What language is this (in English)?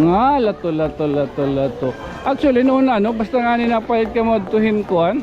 Waray